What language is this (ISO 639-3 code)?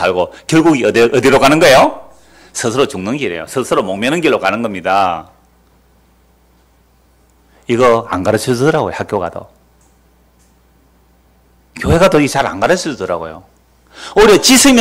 kor